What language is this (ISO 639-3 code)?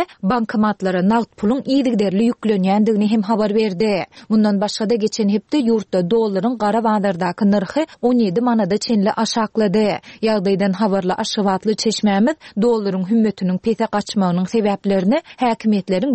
tuk